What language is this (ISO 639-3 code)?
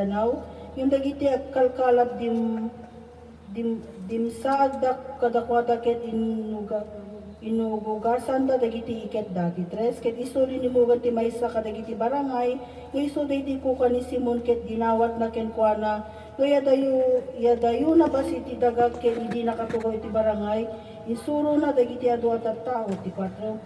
ilo